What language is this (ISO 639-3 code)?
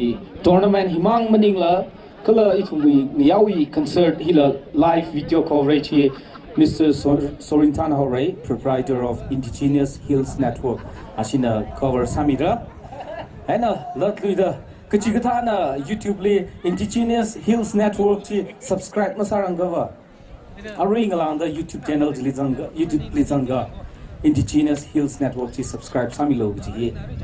nmf